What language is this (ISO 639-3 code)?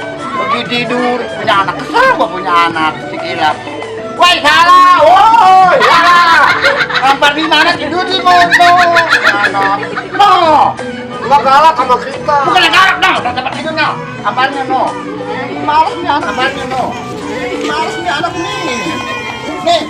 bew